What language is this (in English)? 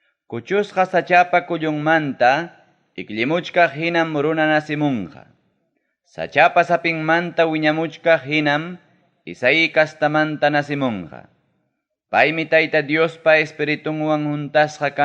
Ayacucho Quechua